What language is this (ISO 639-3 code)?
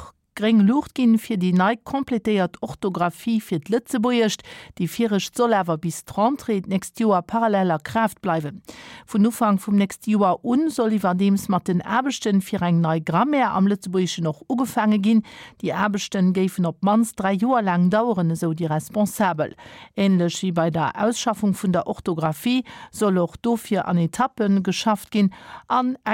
ltz